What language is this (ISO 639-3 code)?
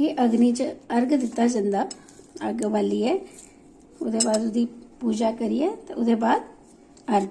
doi